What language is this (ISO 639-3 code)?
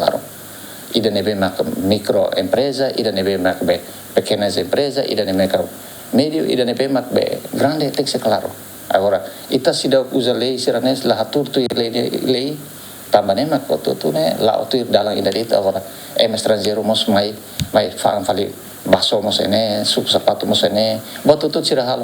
tet